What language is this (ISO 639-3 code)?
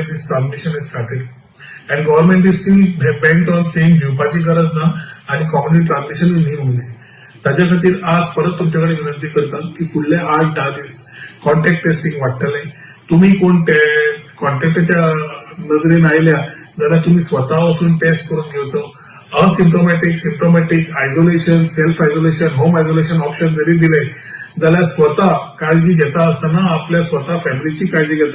kok